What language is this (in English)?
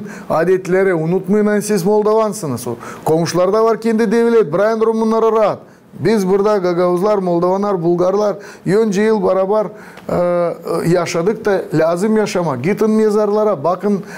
Gagauz